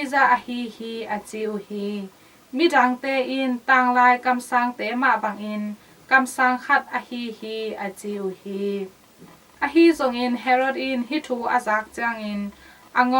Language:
Tedim Chin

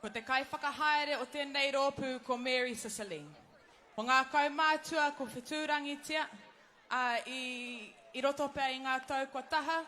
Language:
Māori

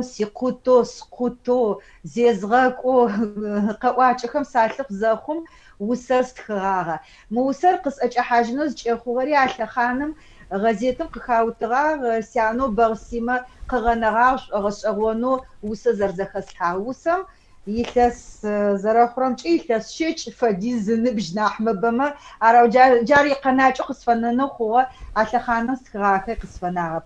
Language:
Adyghe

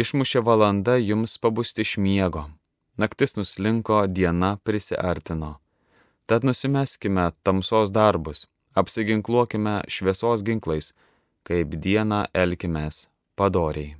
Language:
Lithuanian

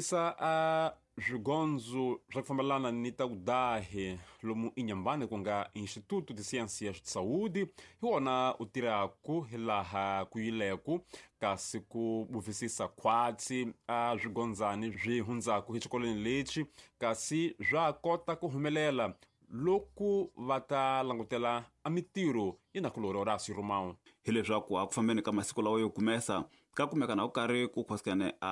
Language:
Tsonga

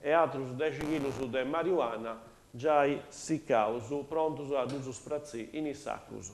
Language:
Sardinian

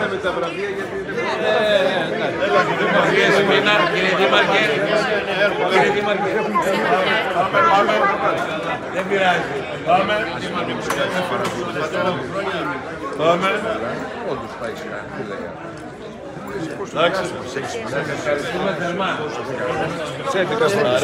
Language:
Greek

